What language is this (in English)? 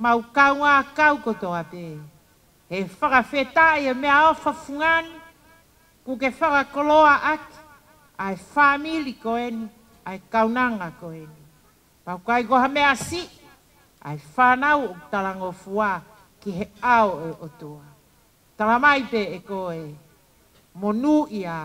Tongan